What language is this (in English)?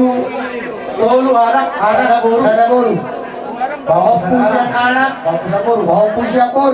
Batak Toba